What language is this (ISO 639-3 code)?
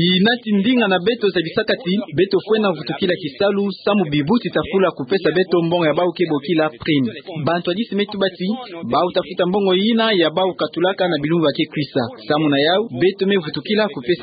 ktu